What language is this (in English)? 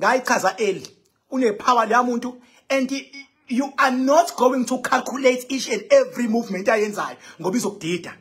Zulu